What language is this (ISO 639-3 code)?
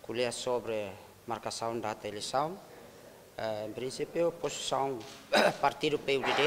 tet